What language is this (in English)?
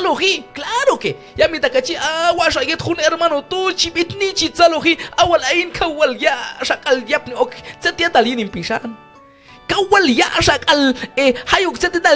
Q'anjob'al